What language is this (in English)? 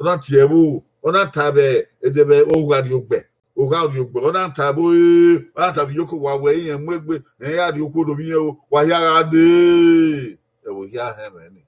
Bini